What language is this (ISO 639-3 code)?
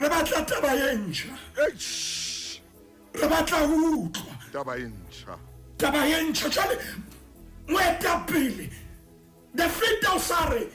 sot